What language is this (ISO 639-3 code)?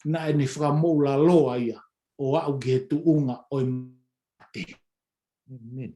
ton